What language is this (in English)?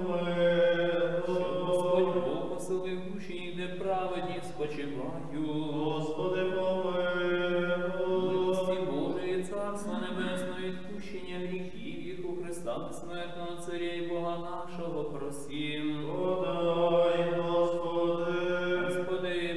Ukrainian